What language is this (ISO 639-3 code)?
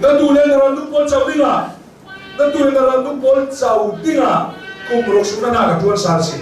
cnh